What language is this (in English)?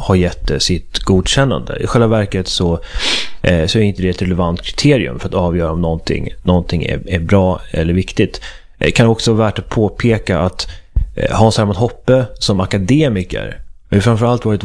Swedish